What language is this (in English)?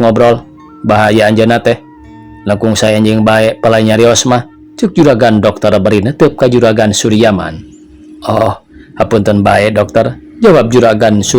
Sundanese